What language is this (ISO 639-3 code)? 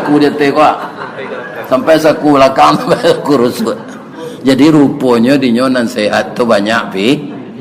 min